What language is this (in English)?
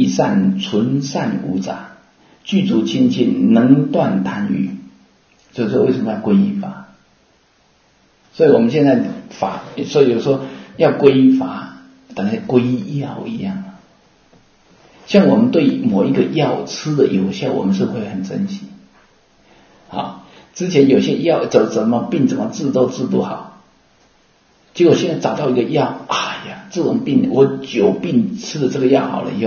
Chinese